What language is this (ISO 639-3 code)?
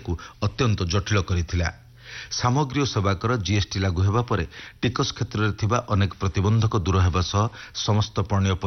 ori